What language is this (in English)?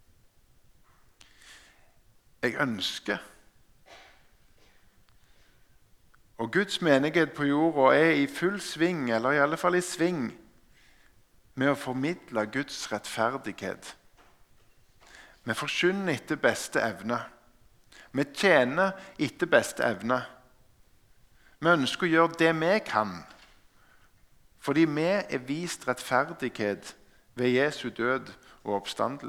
Norwegian